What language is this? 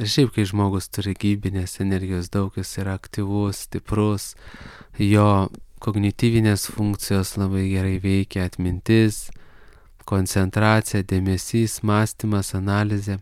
Lithuanian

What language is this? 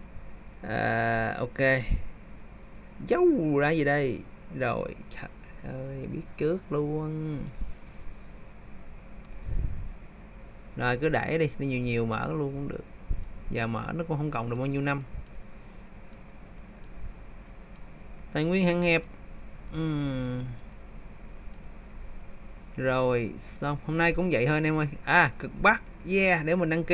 Vietnamese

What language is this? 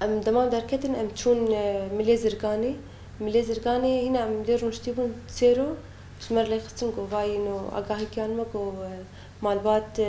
Kurdish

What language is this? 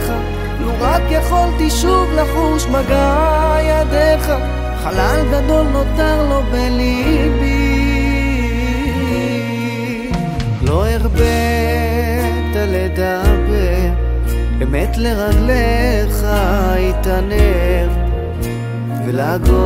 Hebrew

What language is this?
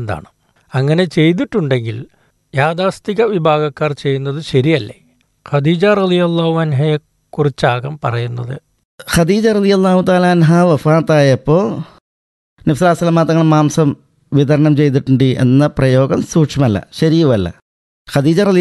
Malayalam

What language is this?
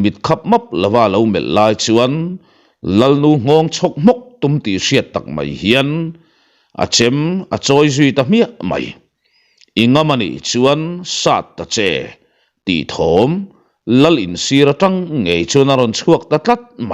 Mizo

